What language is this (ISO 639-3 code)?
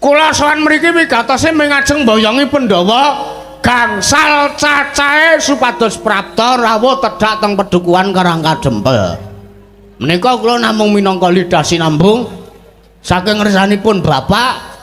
jav